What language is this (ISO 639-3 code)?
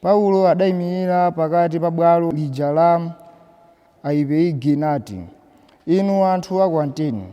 nya